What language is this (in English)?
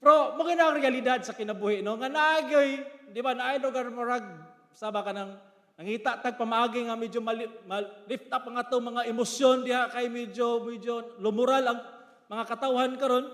Cebuano